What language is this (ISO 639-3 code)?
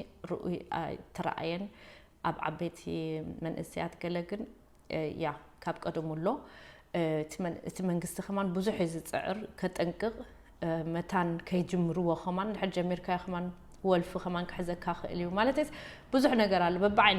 tir